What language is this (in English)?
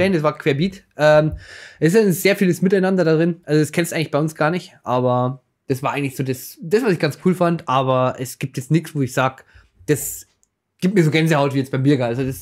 Bavarian